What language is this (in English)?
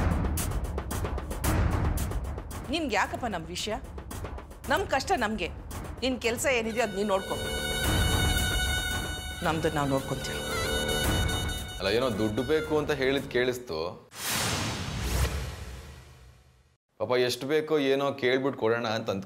Kannada